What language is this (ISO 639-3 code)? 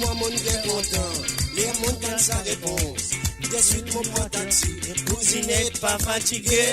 mfe